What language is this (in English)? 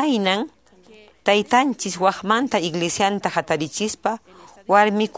Quechua